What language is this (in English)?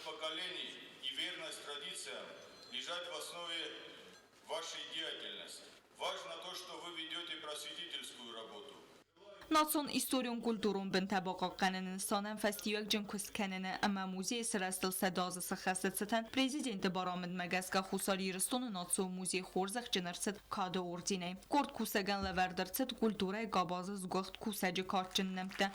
Ossetic